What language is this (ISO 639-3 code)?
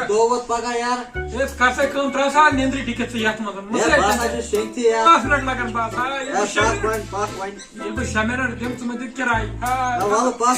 kas